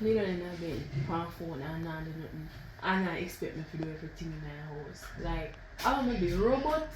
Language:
Jamaican Creole English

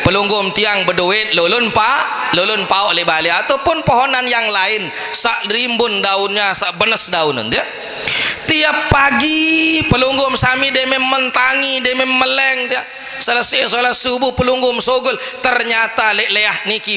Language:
Sasak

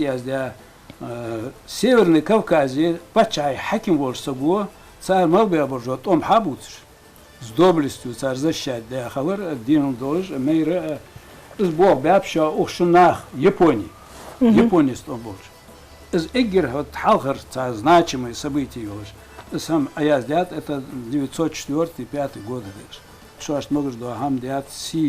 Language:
Ingush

